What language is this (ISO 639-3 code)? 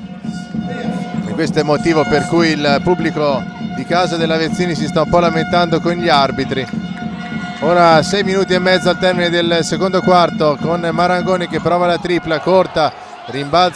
ita